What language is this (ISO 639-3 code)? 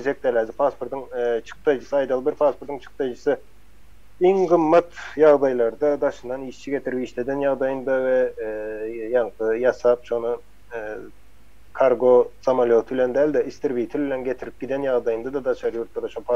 tuk